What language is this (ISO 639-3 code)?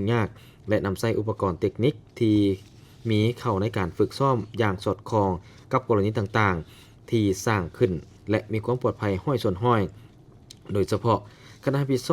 lao